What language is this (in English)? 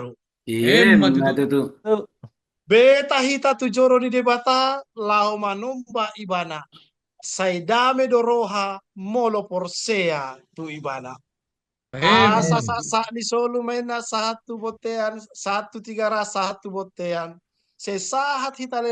Batak Toba